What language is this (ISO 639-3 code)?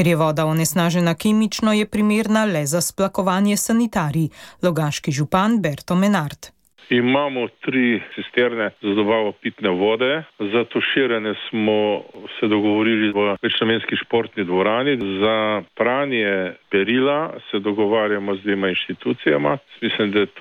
slv